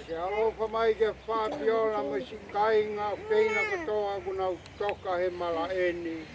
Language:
Tongan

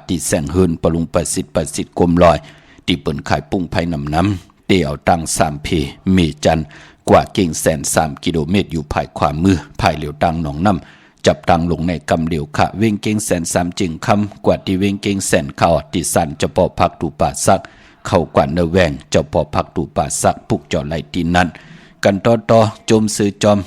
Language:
Shan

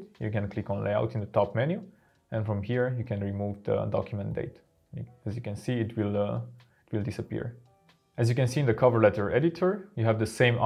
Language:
English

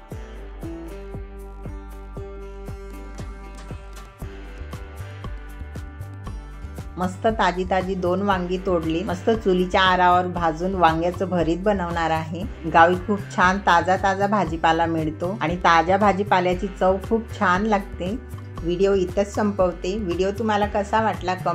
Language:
Marathi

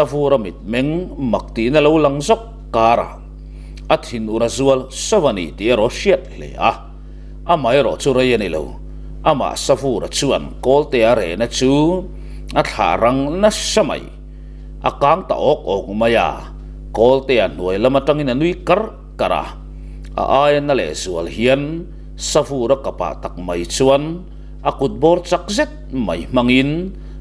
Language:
Mizo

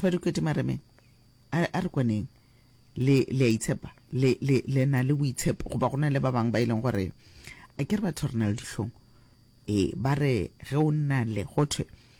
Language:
Northern Sotho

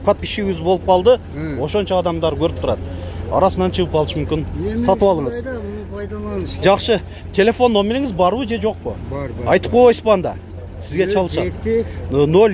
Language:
Kyrgyz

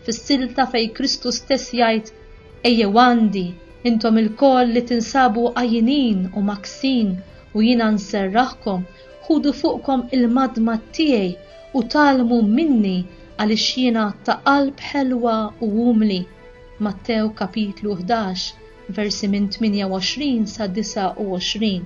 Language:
Maltese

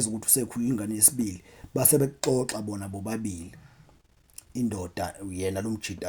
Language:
Zulu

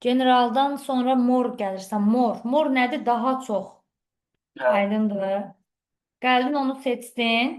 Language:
Azerbaijani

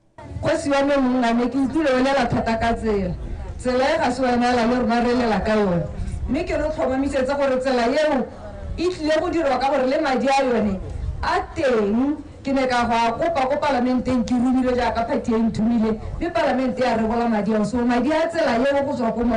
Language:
Tswana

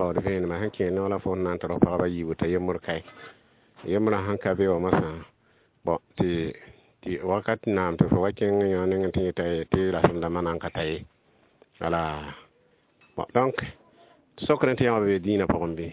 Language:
Mossi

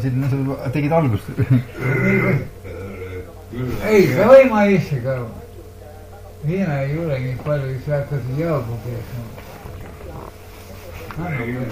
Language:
Estonian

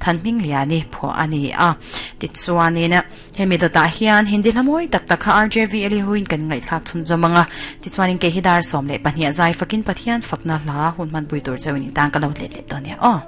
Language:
Mizo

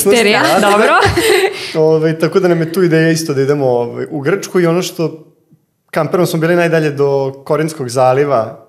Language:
Croatian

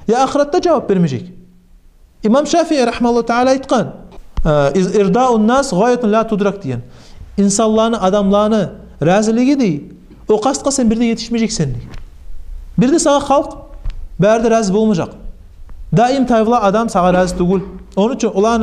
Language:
Kumyk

